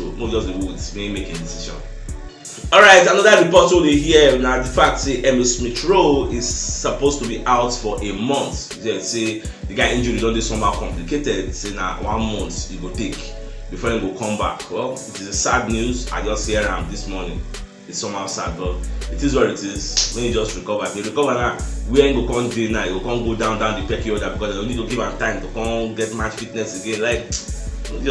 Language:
Nigerian Pidgin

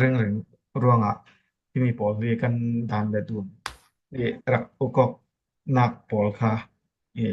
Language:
Falam Chin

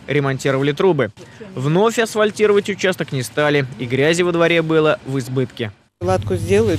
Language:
Russian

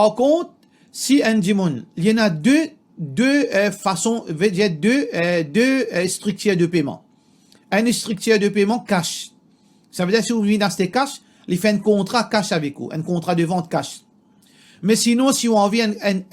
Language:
Morisyen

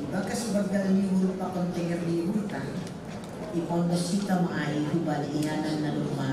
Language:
Batak Simalungun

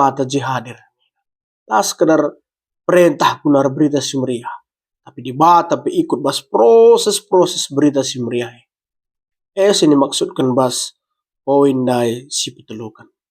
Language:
Batak Karo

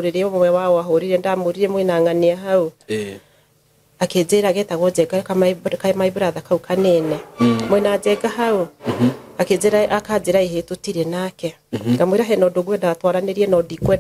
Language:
Kikuyu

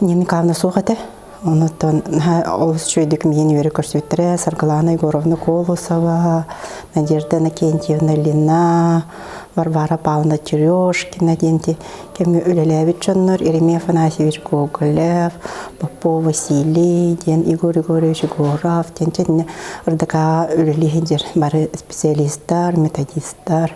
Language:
Yakut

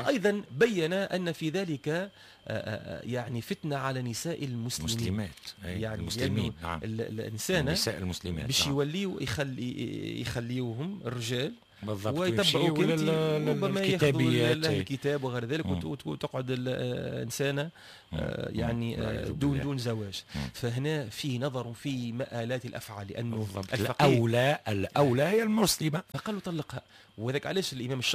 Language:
Tunisian Arabic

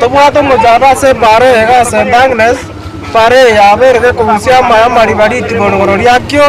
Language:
Gusii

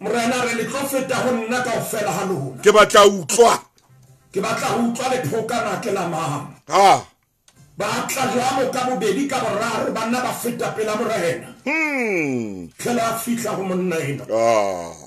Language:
Southern Sotho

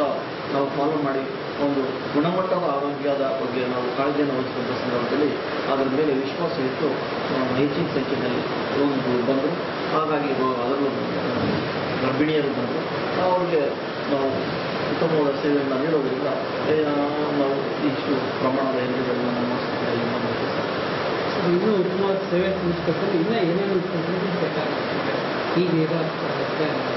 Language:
Kannada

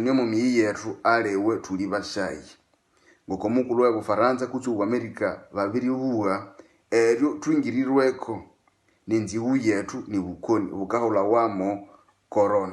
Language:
Nande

